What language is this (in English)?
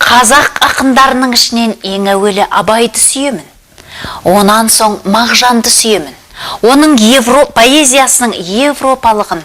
Kazakh